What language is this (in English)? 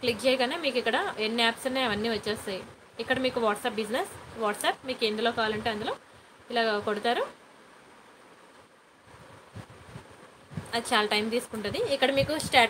Telugu